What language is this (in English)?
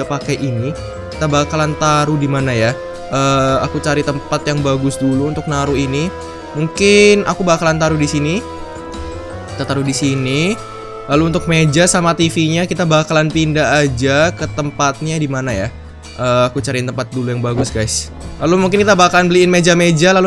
Indonesian